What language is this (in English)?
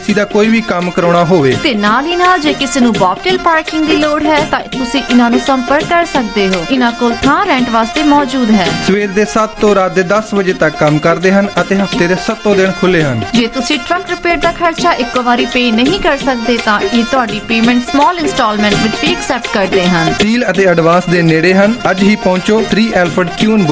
Punjabi